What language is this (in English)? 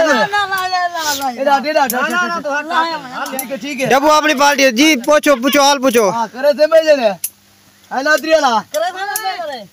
Saraiki